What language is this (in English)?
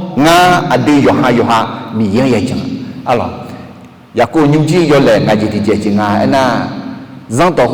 Akha